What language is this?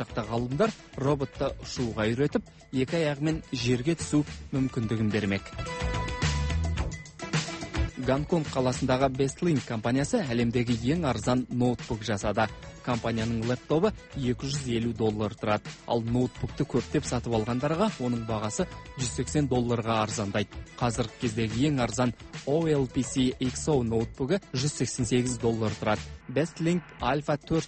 Kazakh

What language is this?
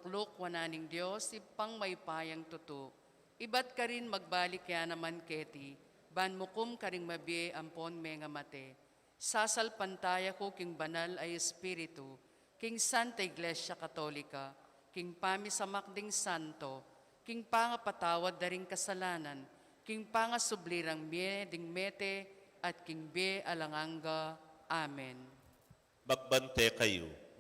Pampanga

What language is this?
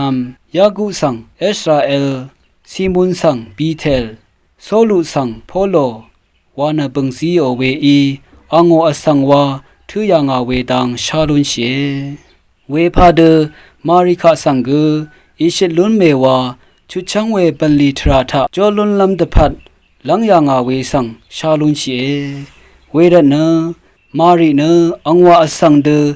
Rawang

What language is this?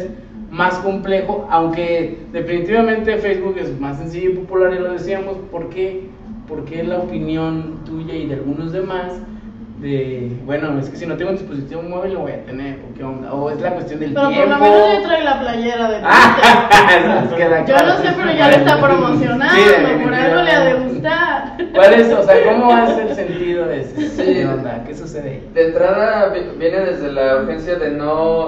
Spanish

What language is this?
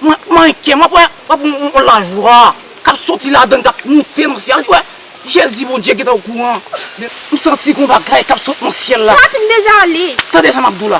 Haitian Creole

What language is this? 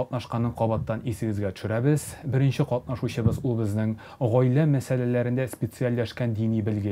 Tatar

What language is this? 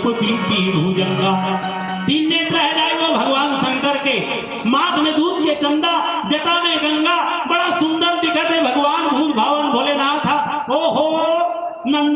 Chhattisgarhi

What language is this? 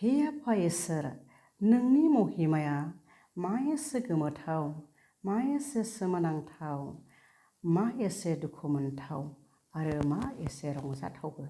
Bodo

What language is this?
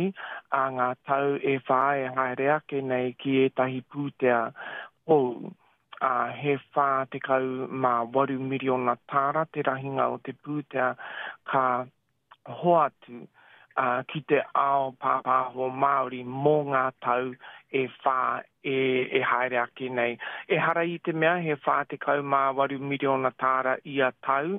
Māori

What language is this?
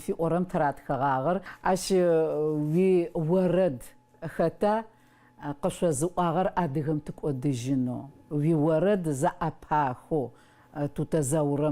Adyghe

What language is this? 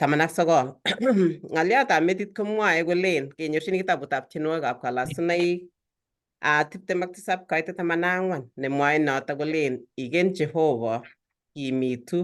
Kalenjin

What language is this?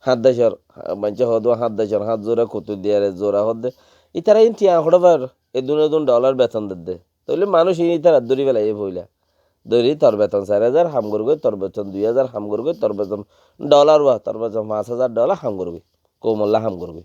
Rohingya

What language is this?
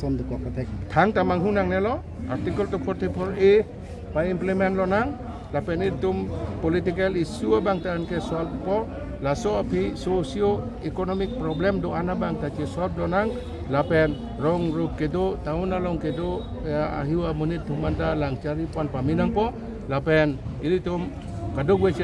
Karbi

